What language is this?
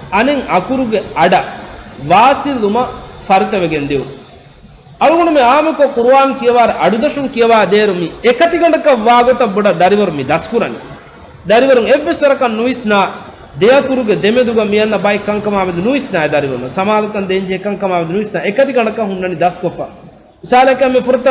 Divehi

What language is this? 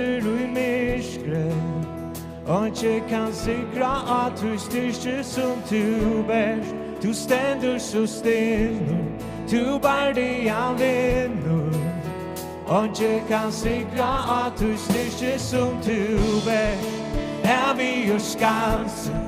Faroese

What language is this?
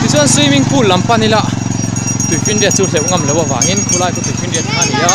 Mizo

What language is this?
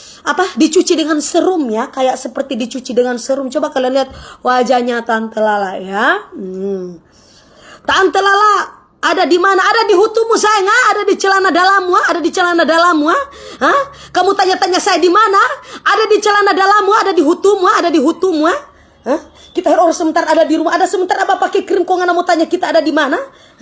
Manado Malay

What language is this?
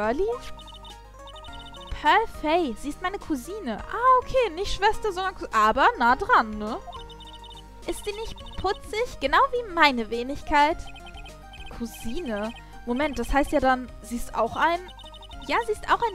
German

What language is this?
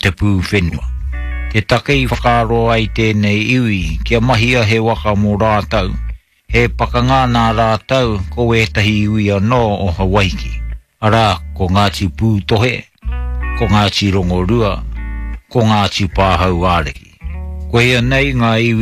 Māori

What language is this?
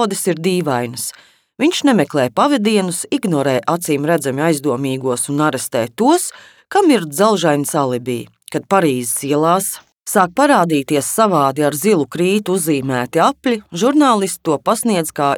Latvian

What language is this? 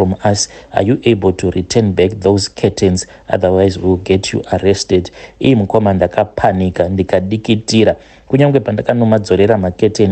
Shona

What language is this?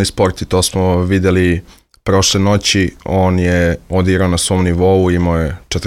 Serbian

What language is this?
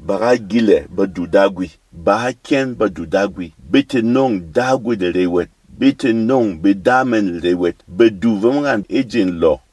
Berom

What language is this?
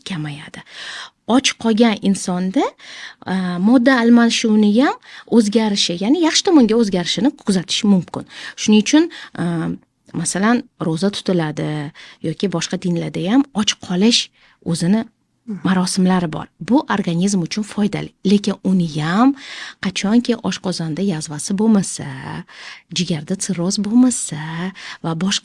Uzbek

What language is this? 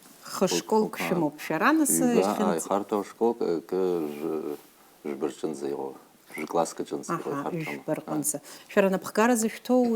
Abkhazian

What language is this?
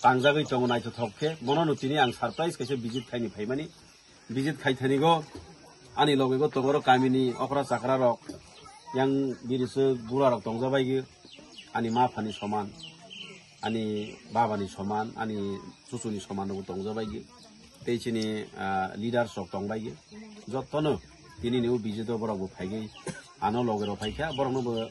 Kok Borok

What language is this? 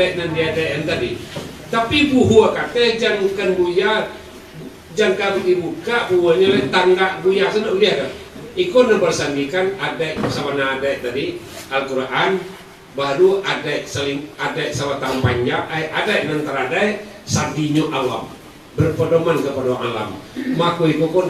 Minangkabau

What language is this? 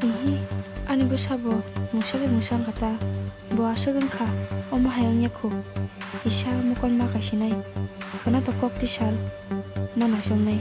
Kok Borok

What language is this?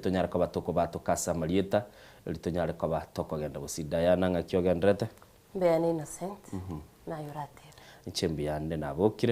Gusii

